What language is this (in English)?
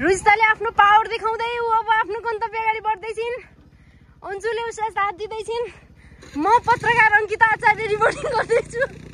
Nepali